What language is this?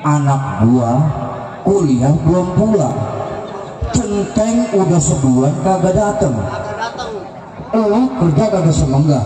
Betawi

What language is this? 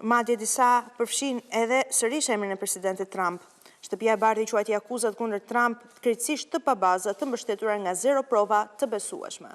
Albanian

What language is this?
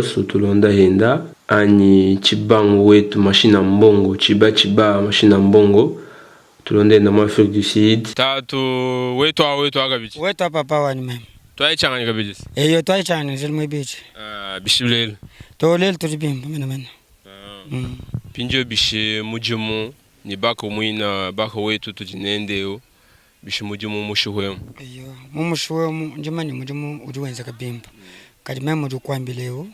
Luba-Lulua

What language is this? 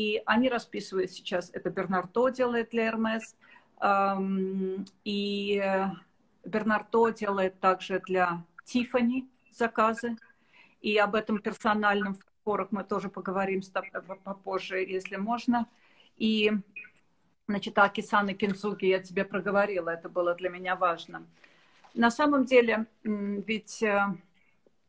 Russian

